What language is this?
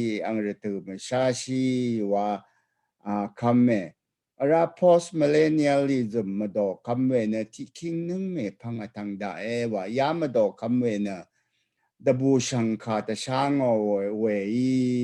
Rawang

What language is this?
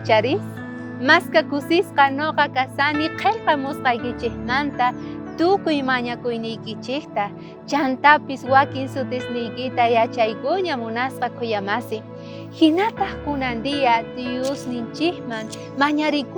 South Bolivian Quechua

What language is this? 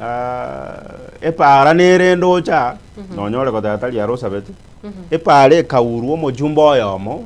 Gusii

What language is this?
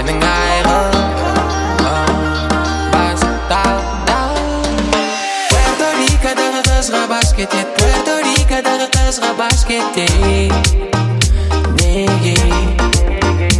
Kazakh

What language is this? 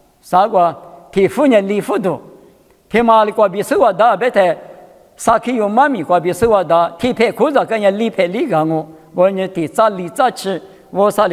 Lisu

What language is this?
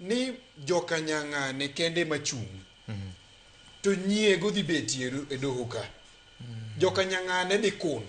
Luo (Kenya and Tanzania)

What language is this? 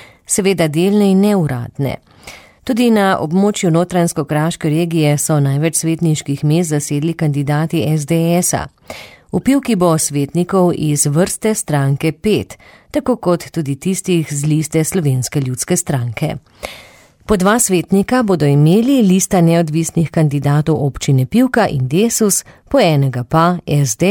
Slovenian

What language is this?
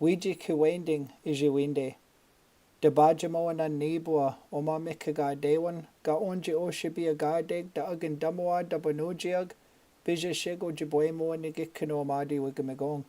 Chippewa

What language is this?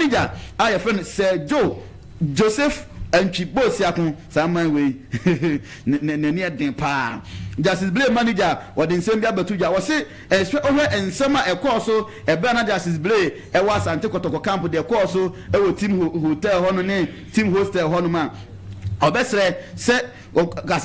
Akan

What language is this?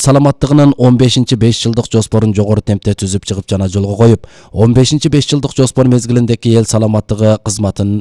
Kyrgyz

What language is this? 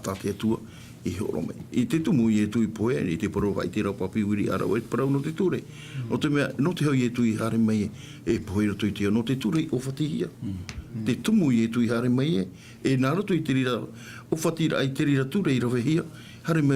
Tahitian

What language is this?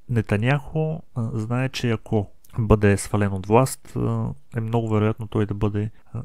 Bulgarian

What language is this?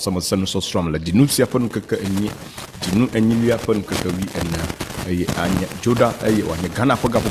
Ewe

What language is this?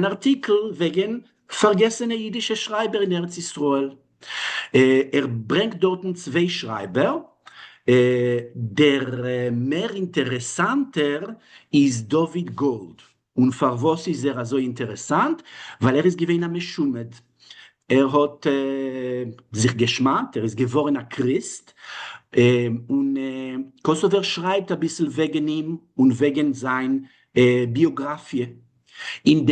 Yiddish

